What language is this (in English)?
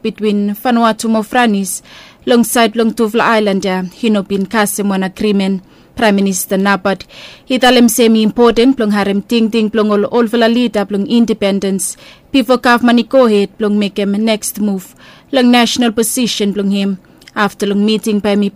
Bislama